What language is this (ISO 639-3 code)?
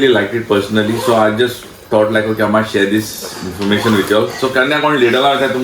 kok